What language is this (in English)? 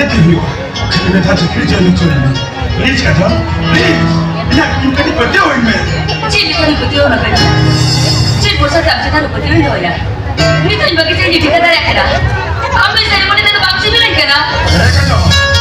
Santali